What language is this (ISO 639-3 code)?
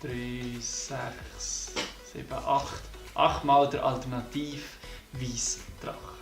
gsw